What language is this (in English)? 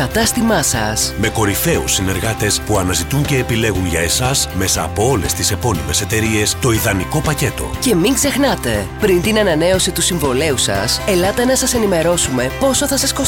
Greek